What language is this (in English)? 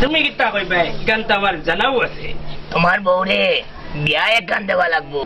Sylheti